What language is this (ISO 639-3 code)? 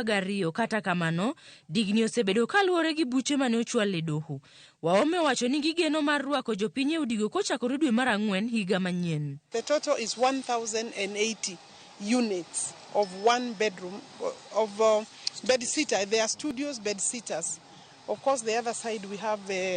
luo